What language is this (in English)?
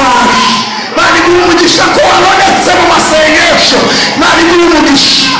Kinyarwanda